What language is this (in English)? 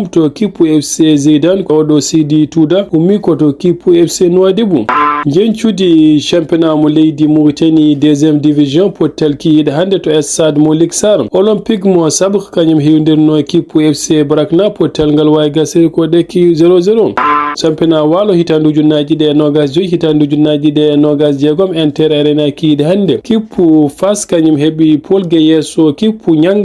Fula